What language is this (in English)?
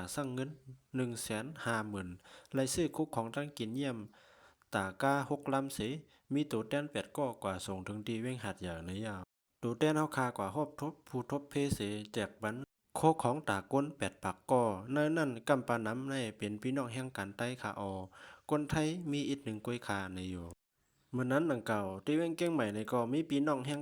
Shan